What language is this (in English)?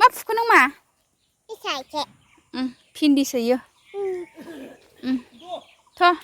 Bodo